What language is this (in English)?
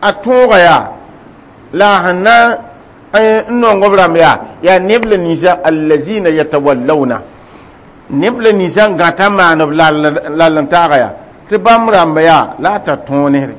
Mossi